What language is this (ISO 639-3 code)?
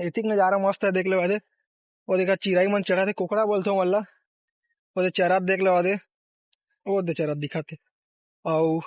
hne